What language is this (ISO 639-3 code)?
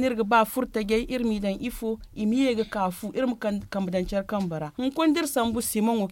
dje